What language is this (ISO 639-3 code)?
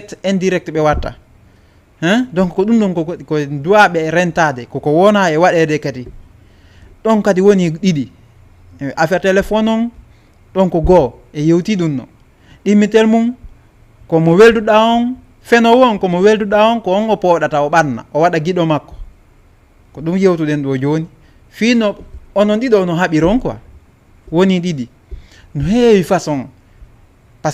ful